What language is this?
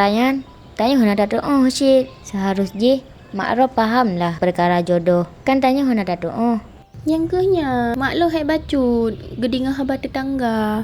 Achinese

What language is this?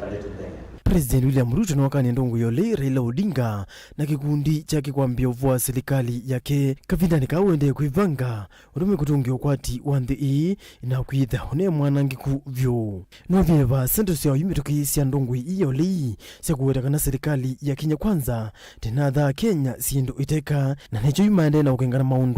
Kamba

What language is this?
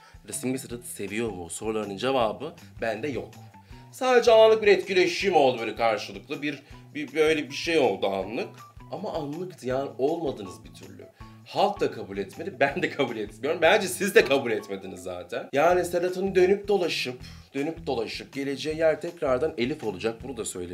Turkish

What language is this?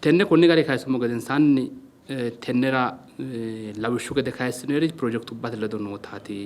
Sidamo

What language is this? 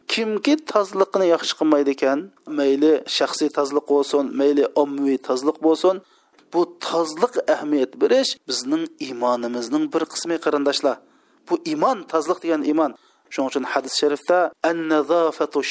Uyghur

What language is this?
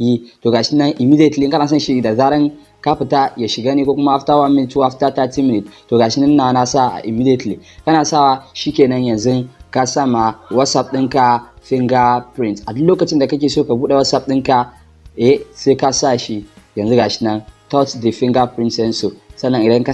Hausa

